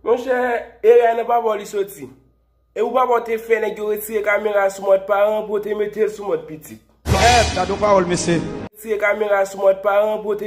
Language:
Haitian Creole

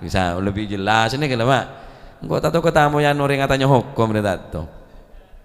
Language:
Madurese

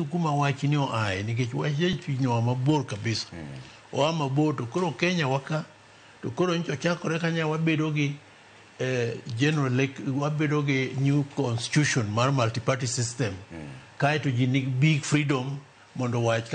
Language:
Luo (Kenya and Tanzania)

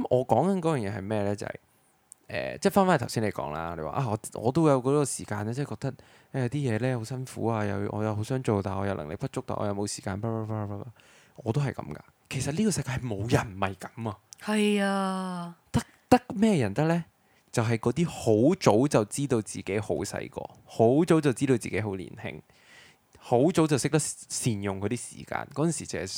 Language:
Cantonese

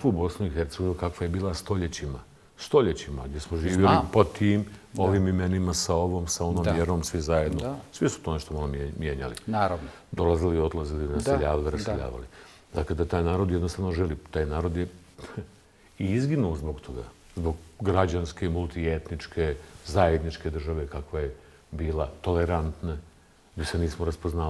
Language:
Bosnian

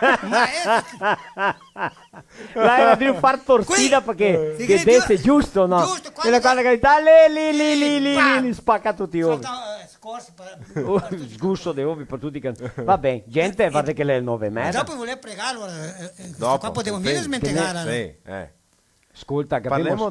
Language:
Venetian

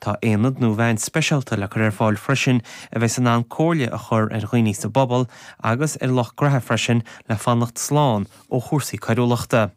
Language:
Irish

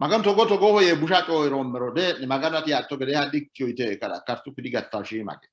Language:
Sidamo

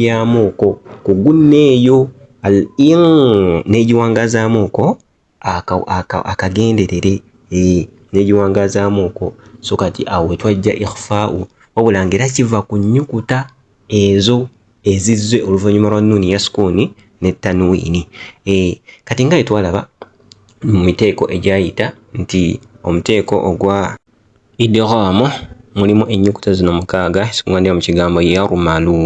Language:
Ganda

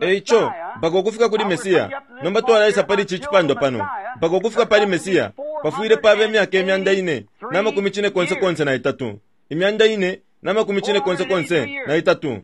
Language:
Bemba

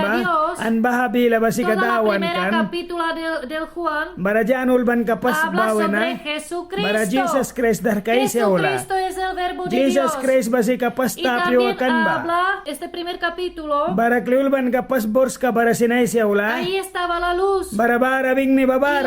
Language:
Mískito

